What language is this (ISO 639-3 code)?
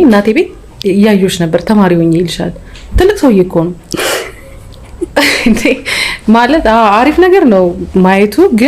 amh